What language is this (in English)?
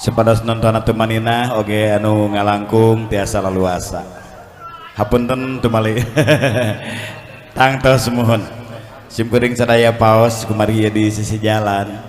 Sundanese